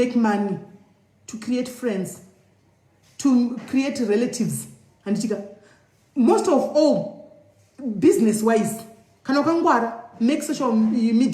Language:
Shona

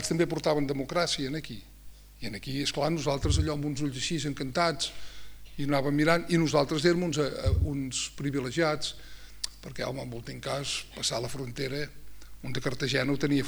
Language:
Catalan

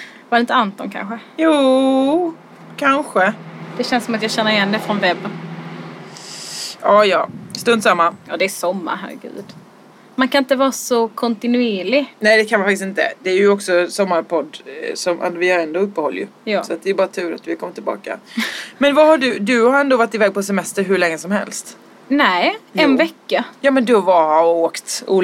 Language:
Swedish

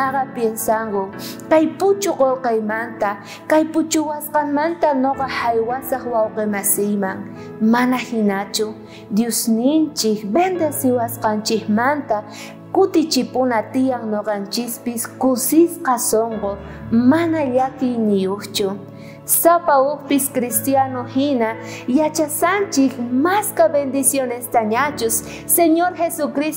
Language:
South Bolivian Quechua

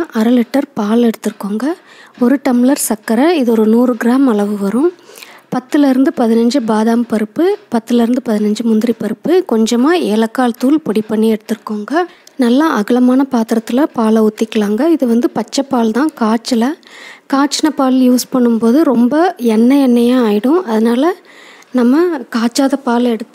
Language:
Tamil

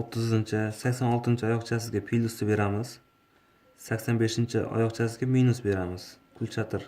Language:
Uzbek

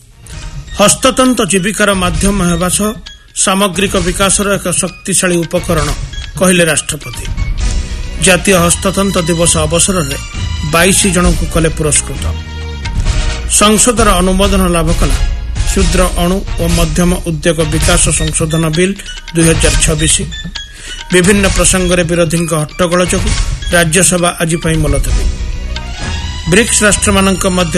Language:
Odia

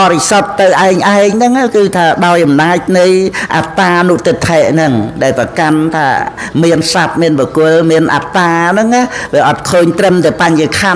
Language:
Khmer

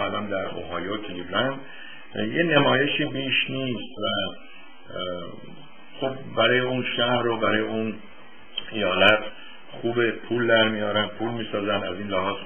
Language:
Persian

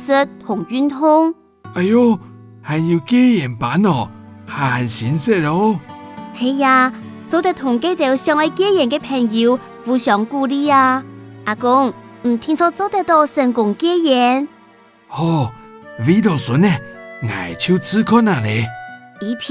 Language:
Hakka Chinese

